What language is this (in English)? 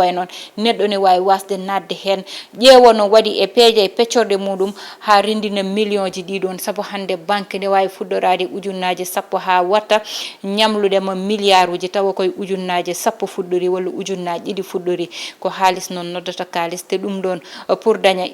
Fula